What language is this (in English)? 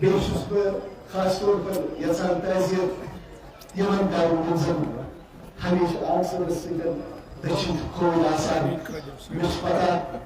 Kashmiri